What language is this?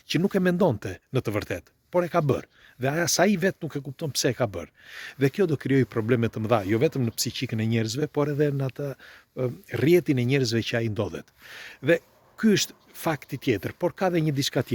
Albanian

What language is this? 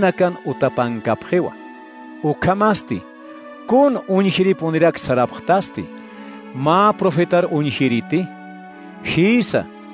Aymara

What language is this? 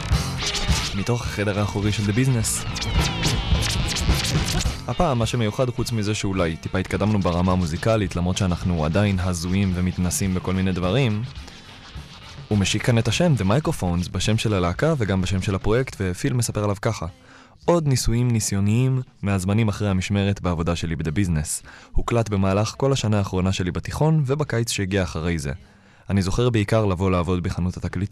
Hebrew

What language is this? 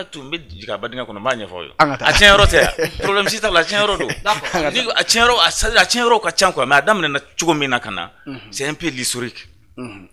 Bambara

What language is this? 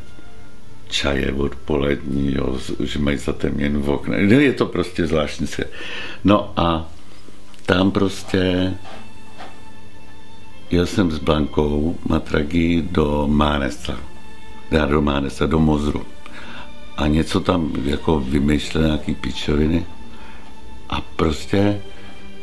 Czech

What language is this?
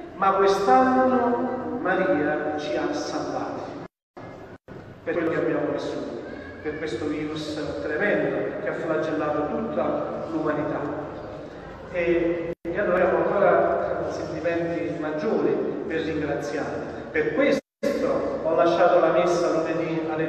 Italian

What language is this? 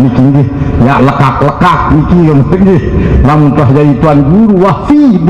Sasak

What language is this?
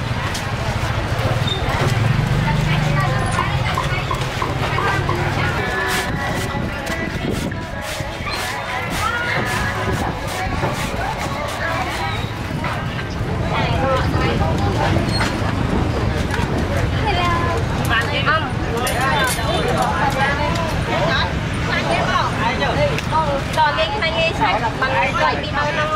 Vietnamese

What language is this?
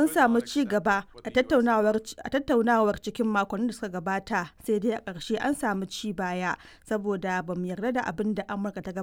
Hausa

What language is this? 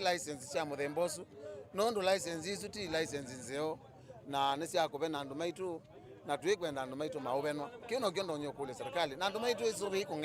Kamba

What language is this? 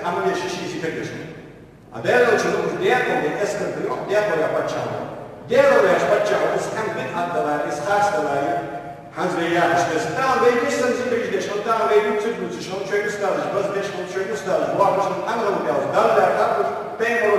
Ingush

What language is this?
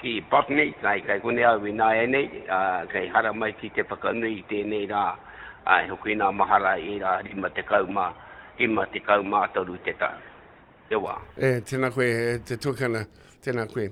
Māori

